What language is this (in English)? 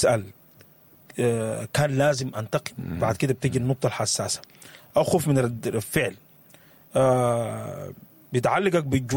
Sudanese Arabic